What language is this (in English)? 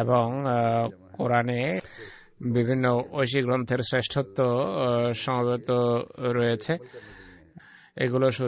Bangla